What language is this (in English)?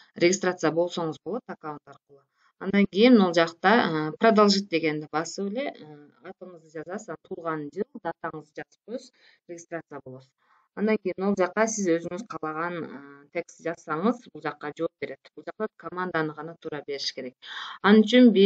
Kyrgyz